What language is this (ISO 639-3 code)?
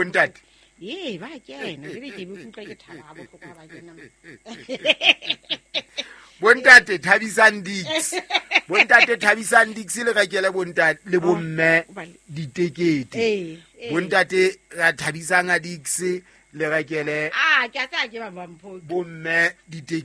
sot